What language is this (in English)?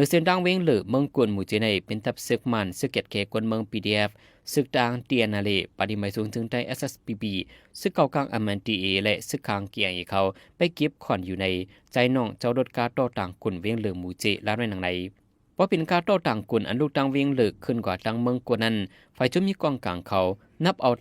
Shan